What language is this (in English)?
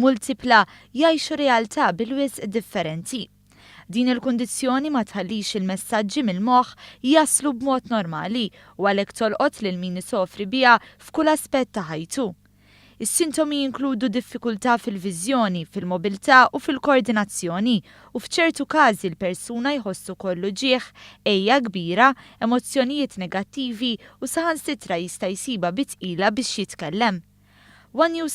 Maltese